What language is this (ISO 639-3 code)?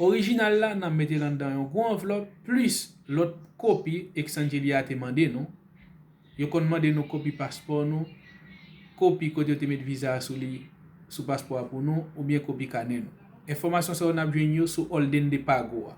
hat